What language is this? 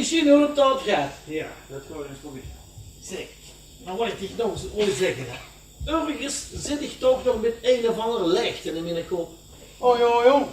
Limburgish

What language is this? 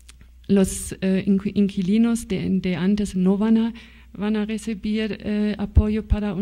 Spanish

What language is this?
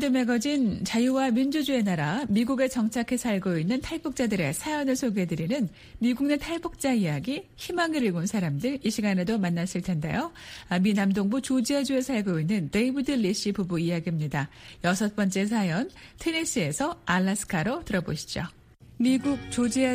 Korean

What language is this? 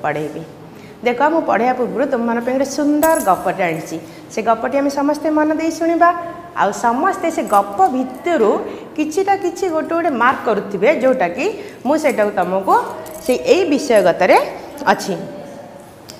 Odia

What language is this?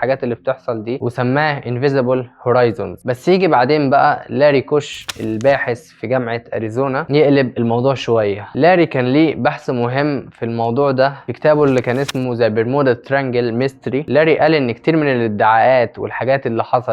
Egyptian Arabic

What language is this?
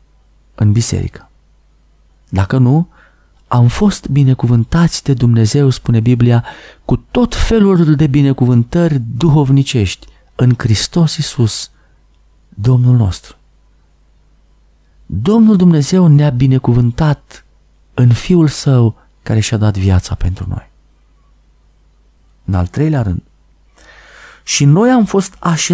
Romanian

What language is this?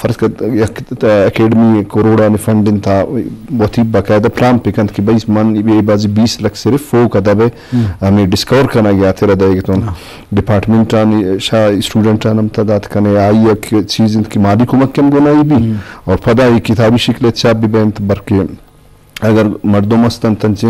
Eastern Balochi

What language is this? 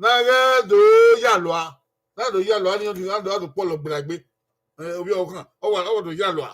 Bini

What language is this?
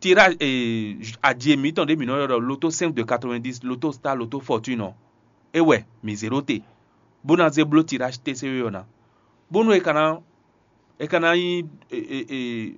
Fon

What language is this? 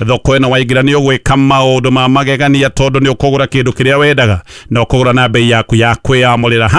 Kikuyu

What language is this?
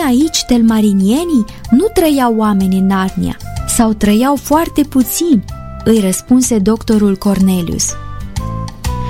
Romanian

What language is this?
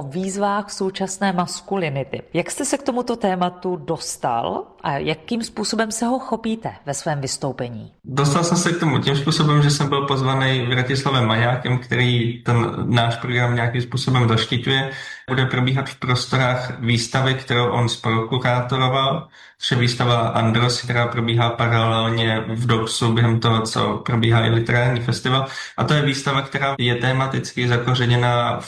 Czech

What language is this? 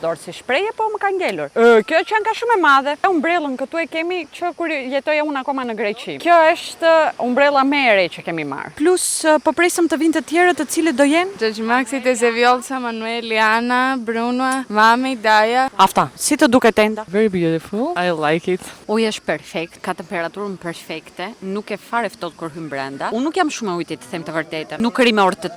Albanian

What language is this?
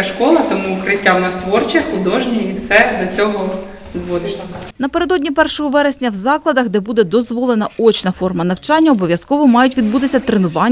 Ukrainian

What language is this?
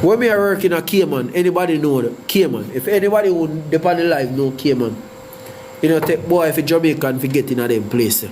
Jamaican Creole English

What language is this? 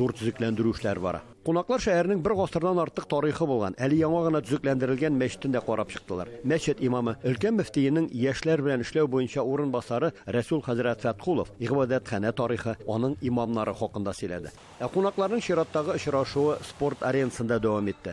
Tatar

